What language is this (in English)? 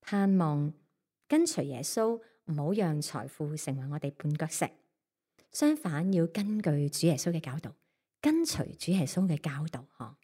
Cantonese